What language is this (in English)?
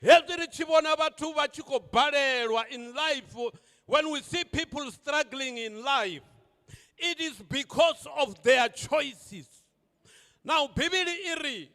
Venda